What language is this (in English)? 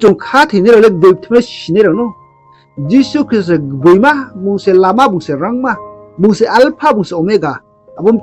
Riang (India)